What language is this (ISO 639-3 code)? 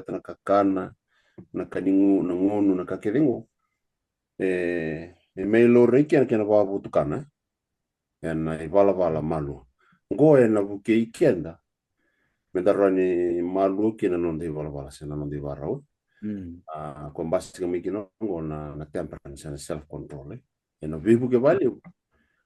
fij